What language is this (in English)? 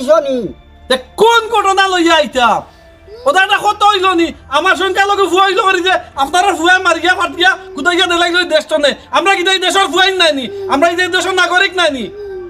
Sylheti